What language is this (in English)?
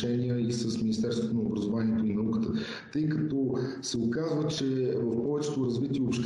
Bulgarian